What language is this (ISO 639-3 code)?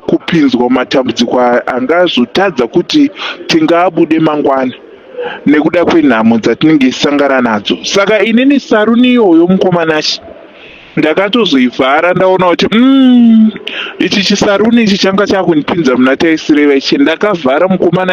sna